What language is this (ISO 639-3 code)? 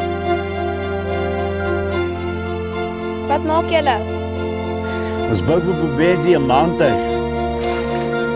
afr